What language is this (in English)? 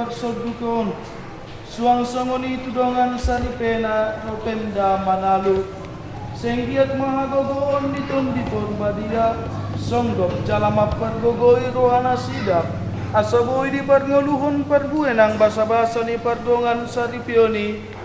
Batak Toba